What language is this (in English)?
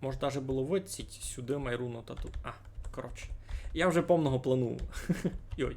Rusyn